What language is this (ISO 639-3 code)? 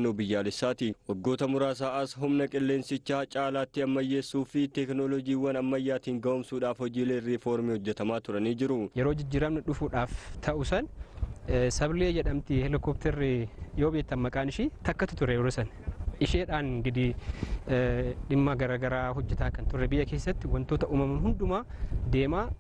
orm